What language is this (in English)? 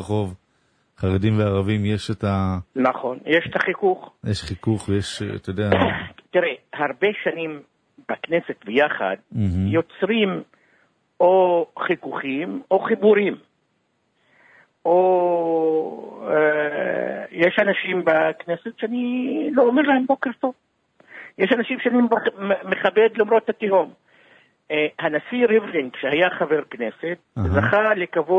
Hebrew